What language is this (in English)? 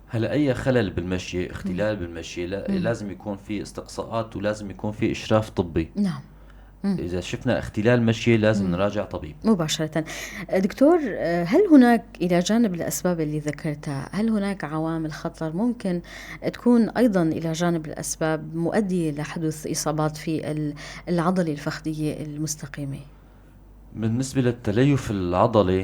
North Levantine Arabic